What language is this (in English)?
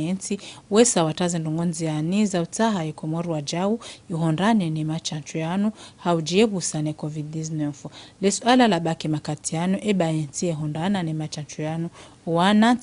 Ngazidja Comorian